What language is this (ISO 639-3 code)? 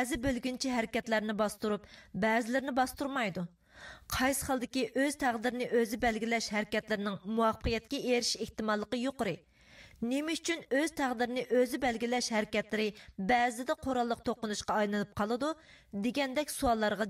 uig